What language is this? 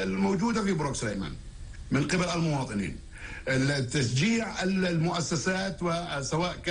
North Levantine Arabic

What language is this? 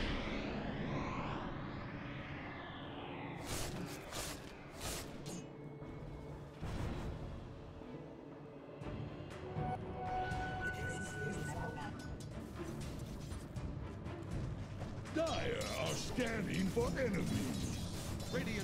English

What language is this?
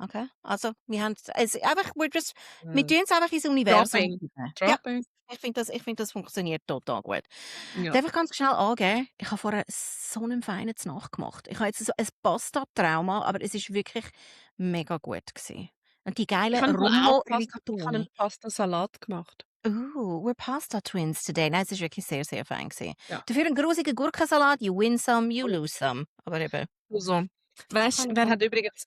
Swiss German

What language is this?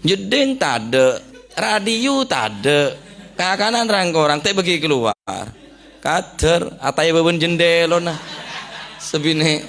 Madurese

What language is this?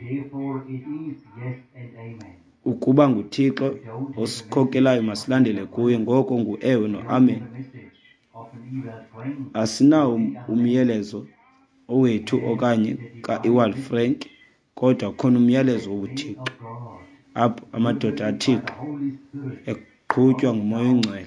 Xhosa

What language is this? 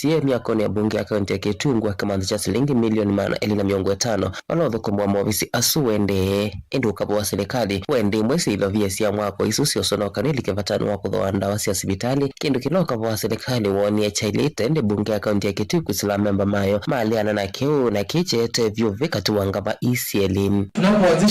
Kamba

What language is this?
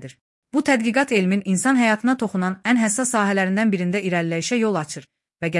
Azerbaijani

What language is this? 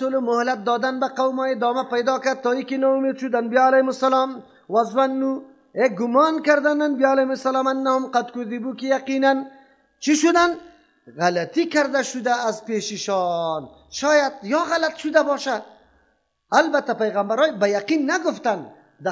Persian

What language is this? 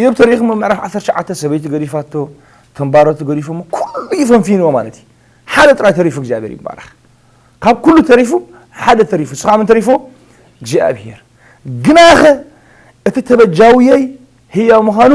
Tigrinya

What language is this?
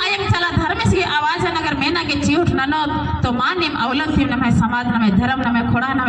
Kurukh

